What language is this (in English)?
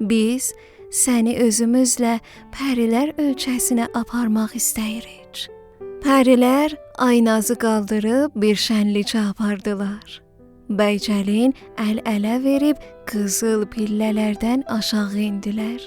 South Azerbaijani